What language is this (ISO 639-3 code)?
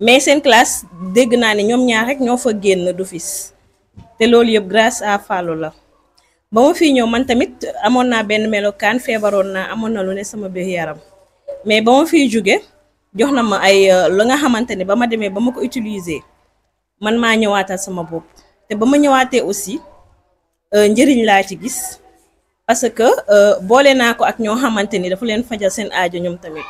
wol